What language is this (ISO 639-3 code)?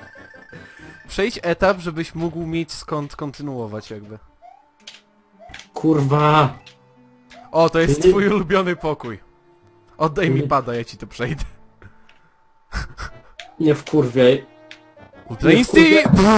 pol